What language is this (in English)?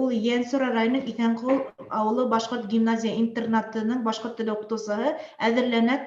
Bashkir